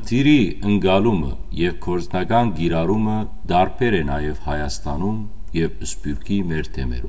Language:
Western Armenian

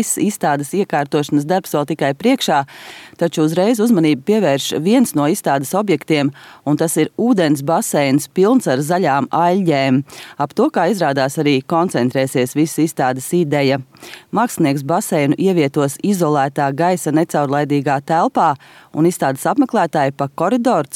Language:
Latvian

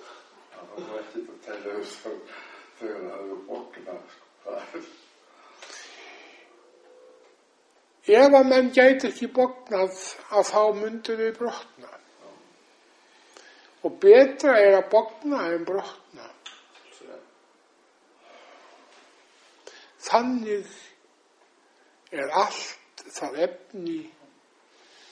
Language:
Icelandic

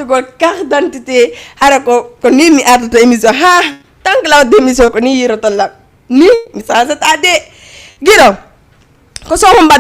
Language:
Fula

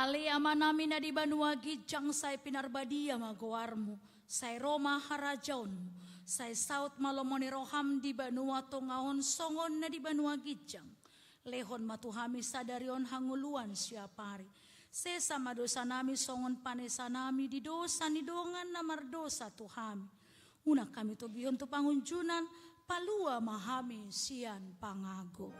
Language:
Batak Toba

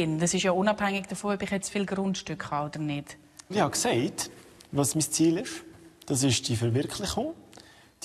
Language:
Swiss German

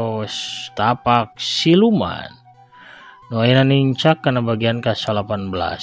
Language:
Sundanese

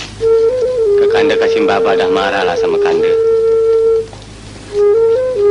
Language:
Malay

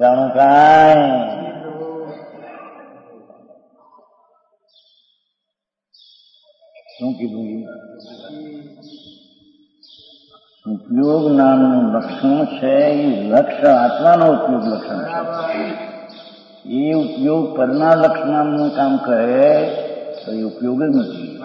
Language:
Gujarati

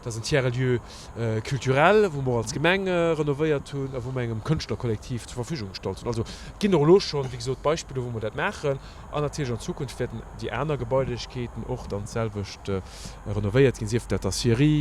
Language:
Luxembourgish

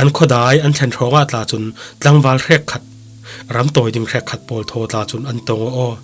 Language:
Falam Chin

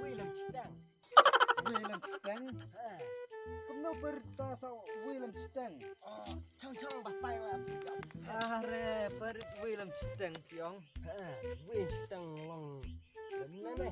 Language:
Khasi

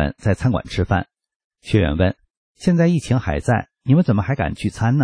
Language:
Chinese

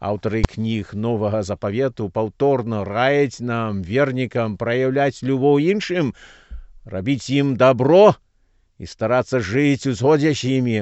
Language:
Belarusian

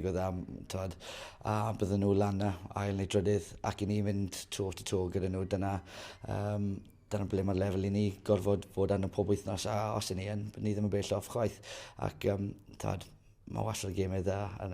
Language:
Welsh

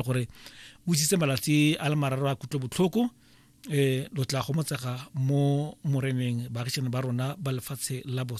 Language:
Tswana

